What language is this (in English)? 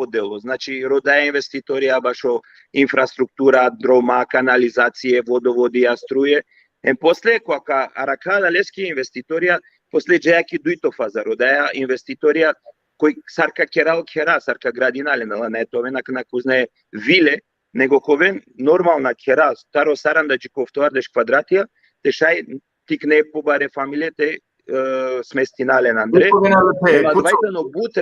Balkan Romani